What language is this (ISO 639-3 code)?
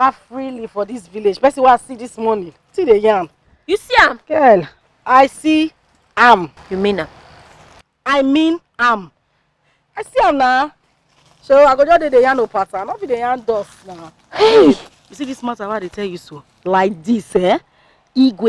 pcm